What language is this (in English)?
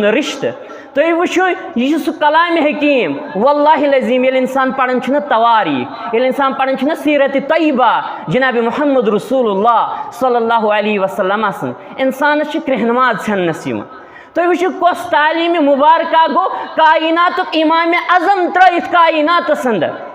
Kashmiri